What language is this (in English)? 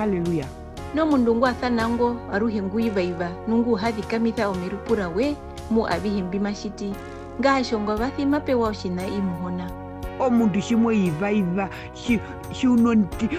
Herero